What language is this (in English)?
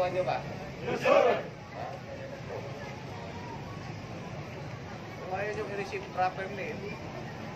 Filipino